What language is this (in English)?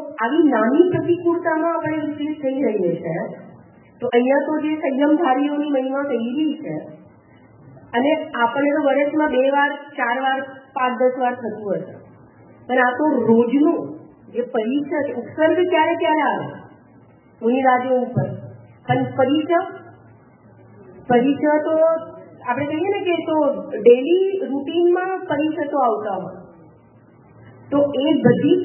Gujarati